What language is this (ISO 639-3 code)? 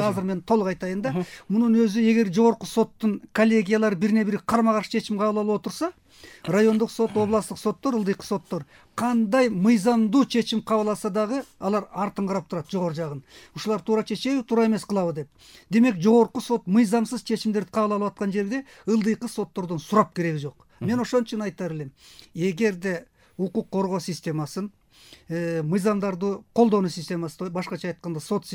kir